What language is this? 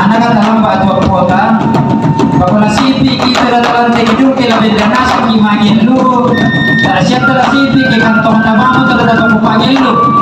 Toraja-Sa'dan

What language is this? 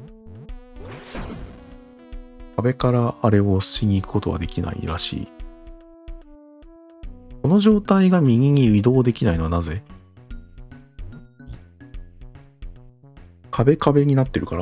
Japanese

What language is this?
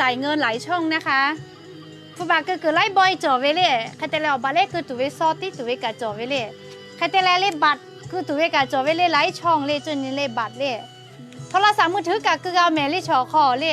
Lahu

